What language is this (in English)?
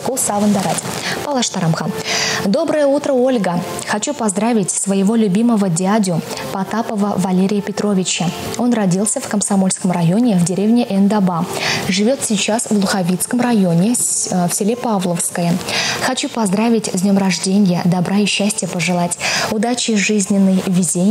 Chuvash